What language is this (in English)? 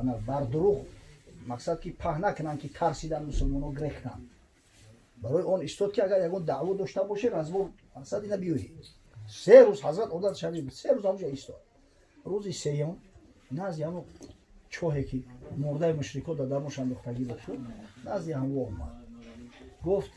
Tajik